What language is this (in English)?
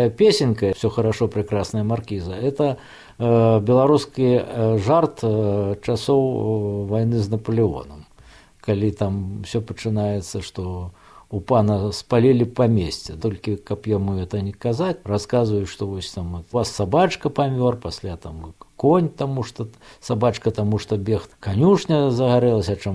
Belarusian